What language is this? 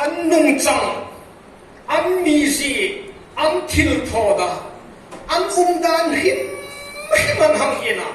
Hmar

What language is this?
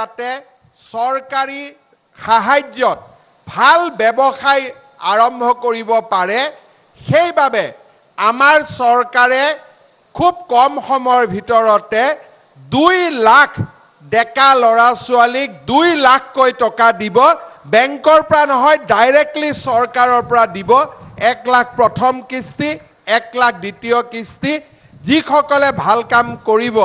Assamese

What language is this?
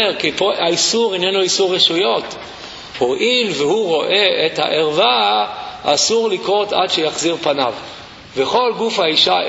Hebrew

